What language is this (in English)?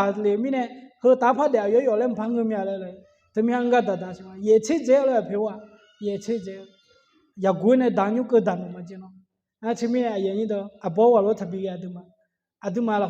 Akha